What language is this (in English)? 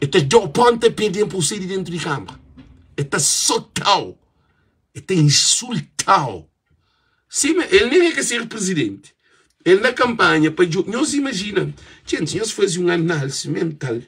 Kabuverdianu